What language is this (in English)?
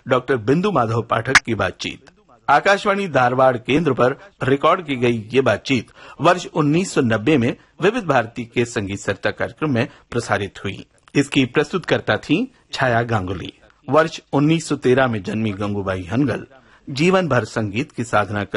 Hindi